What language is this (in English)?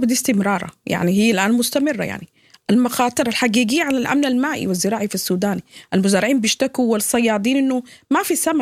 Sudanese Arabic